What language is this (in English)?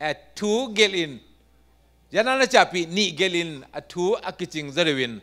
Tedim Chin